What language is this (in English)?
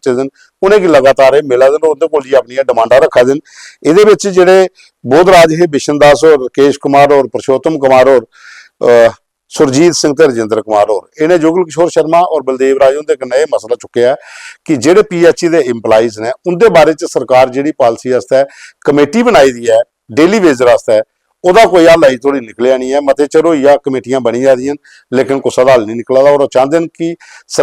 Dogri